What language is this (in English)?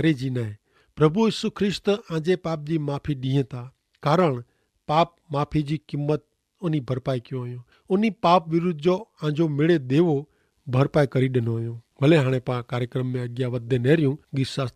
Kachhi